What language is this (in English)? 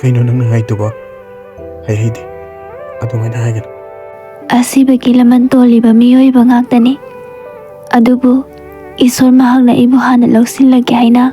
Manipuri